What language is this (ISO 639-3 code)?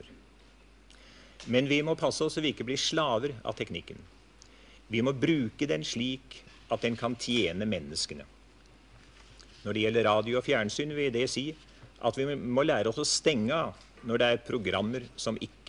nor